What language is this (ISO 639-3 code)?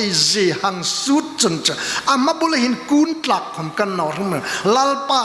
hmr